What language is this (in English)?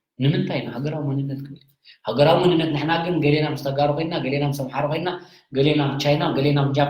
Tigrinya